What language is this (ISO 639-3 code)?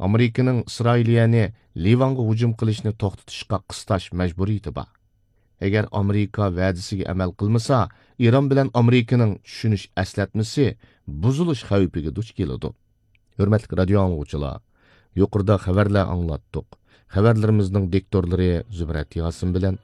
uig